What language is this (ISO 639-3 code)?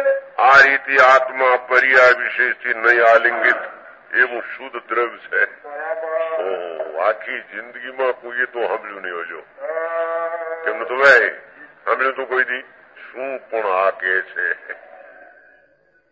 guj